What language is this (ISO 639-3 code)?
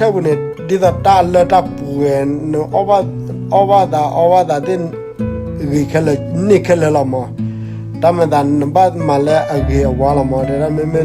ksw